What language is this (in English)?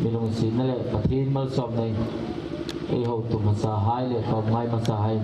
Hmar